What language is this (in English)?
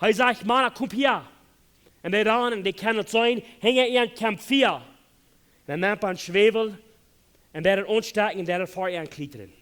Plautdietsch